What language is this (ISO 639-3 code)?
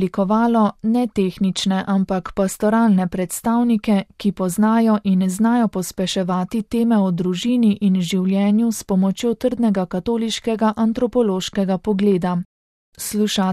slv